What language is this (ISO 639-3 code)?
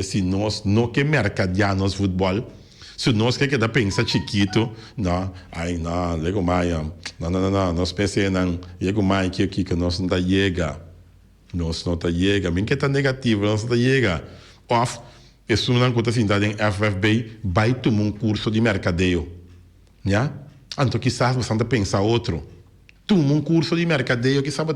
pap